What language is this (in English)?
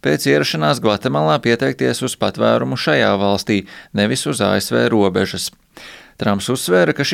Latvian